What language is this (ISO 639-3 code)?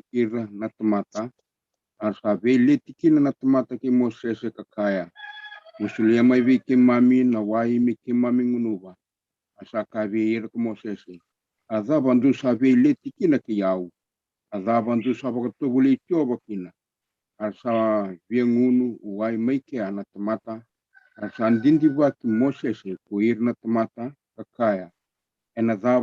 fij